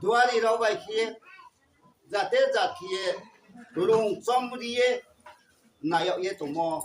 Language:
Riang (India)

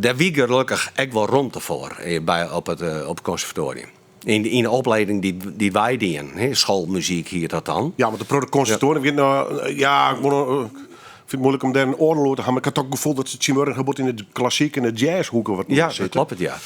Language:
Western Frisian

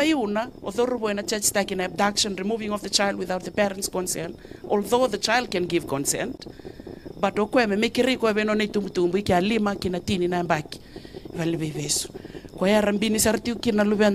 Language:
Fijian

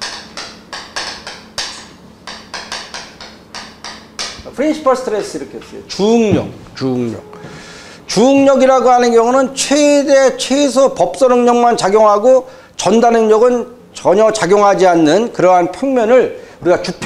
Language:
Korean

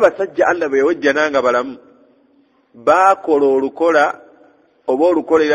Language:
Ganda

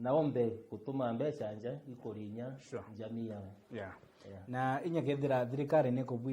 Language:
Meru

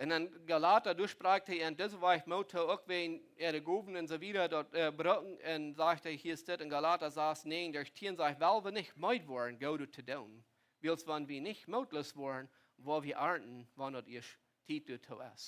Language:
Plautdietsch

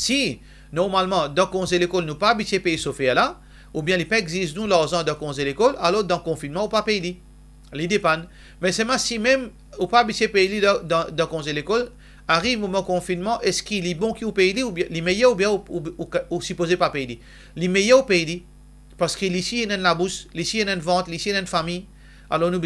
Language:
Morisyen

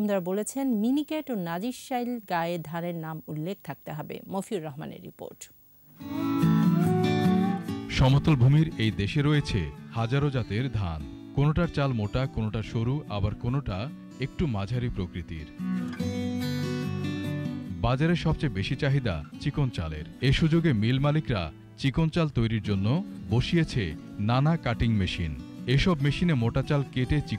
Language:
Bangla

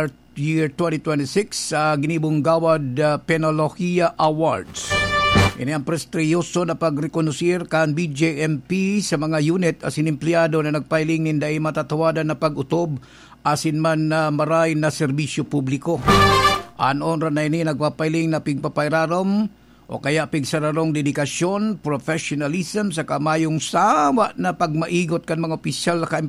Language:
Bikol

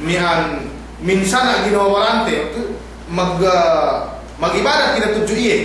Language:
Yakan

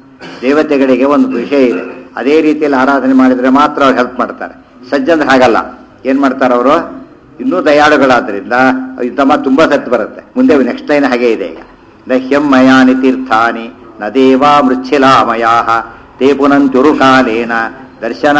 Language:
Kannada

